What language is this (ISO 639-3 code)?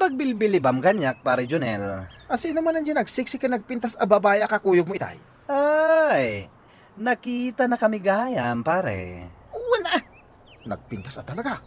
ilo